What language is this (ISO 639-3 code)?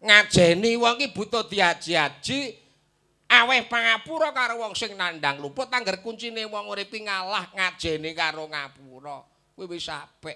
jav